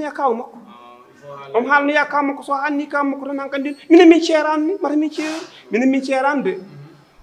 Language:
Fula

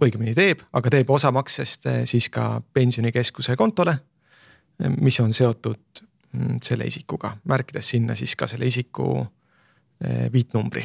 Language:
Estonian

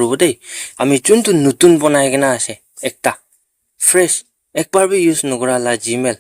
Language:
Naga Pidgin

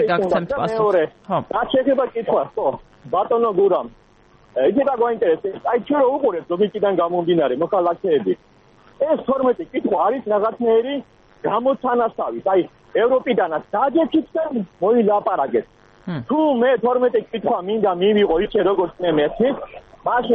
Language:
Georgian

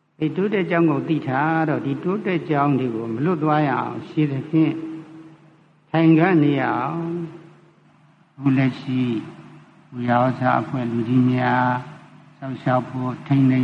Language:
Burmese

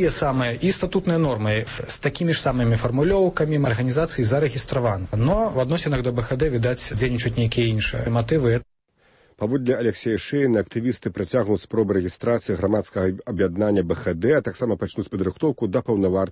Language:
Belarusian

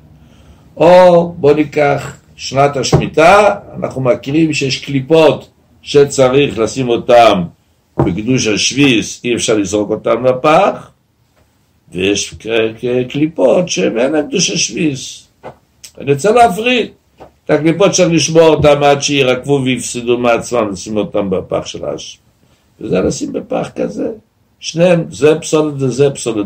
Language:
Hebrew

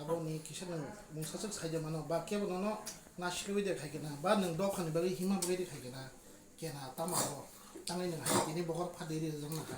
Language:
Kok Borok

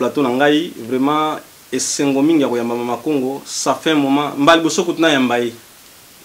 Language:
Lingala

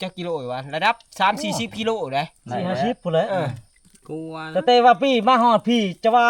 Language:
Northeastern Thai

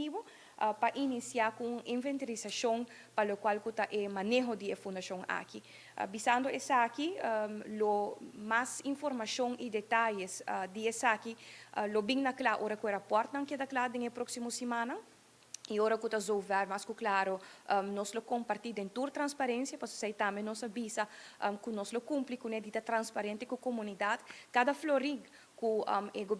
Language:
Papiamento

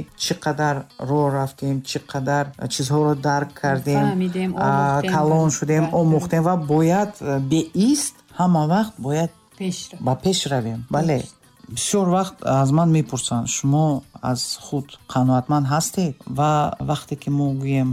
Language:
Tajik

